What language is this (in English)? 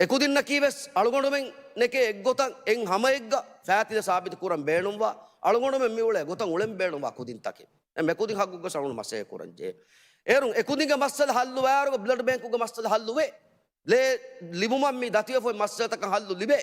Divehi